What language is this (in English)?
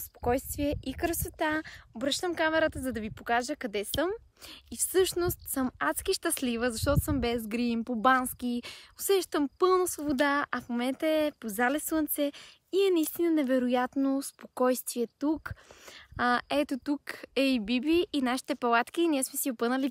Bulgarian